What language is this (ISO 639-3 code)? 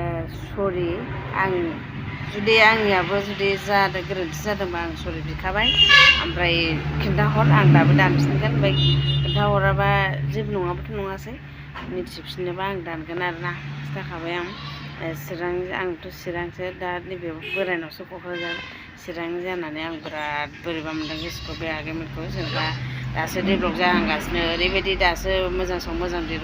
brx